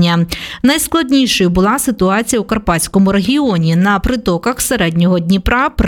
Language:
Ukrainian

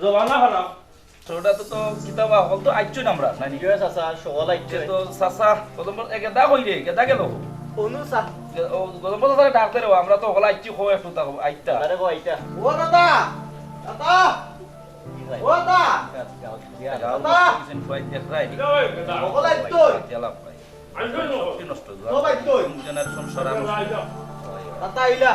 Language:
Sylheti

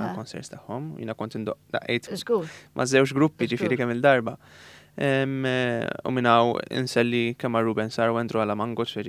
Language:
Maltese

